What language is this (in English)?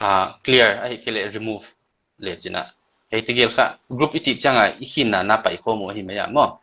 Paite Chin